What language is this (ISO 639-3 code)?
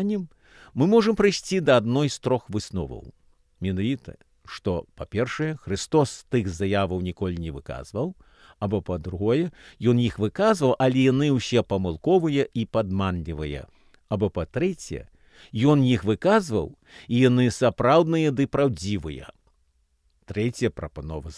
bel